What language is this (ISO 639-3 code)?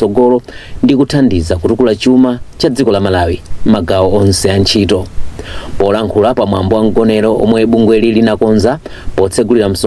nya